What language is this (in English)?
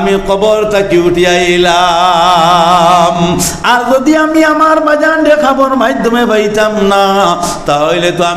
Sylheti